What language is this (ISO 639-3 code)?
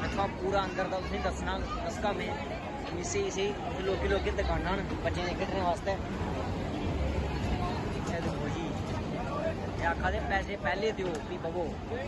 doi